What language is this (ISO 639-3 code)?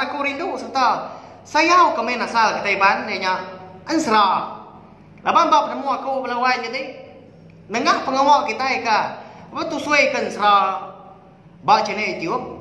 iba